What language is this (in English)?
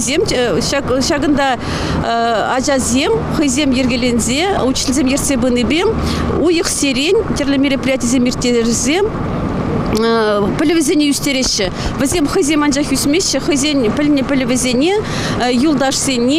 Chuvash